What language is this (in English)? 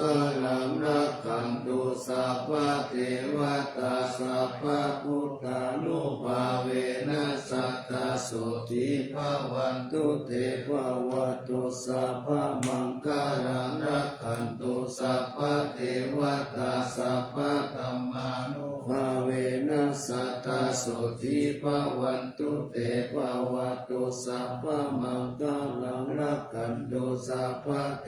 Pali